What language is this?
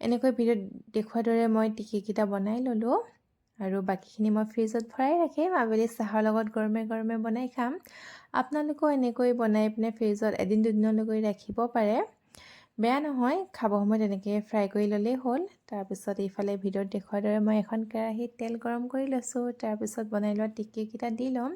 Assamese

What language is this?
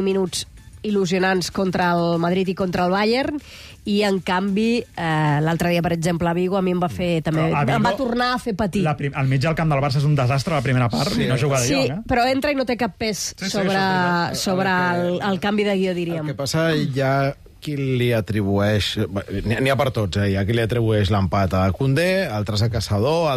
Catalan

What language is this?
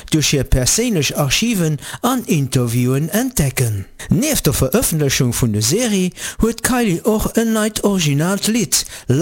Luxembourgish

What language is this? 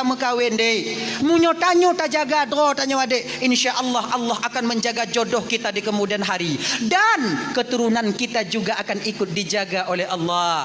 Achinese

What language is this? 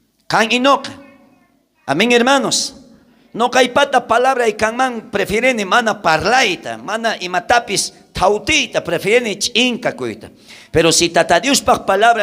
South Bolivian Quechua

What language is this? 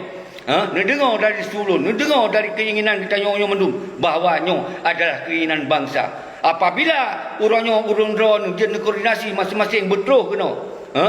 Achinese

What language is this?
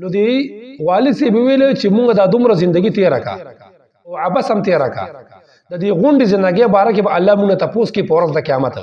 Pashto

